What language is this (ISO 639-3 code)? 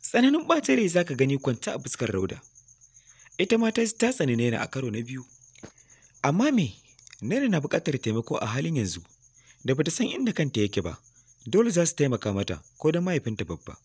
hau